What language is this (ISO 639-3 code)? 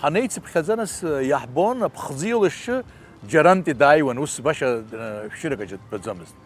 abk